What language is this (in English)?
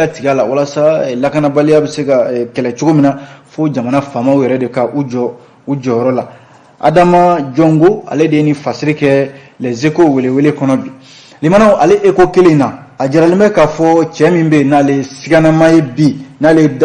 Bambara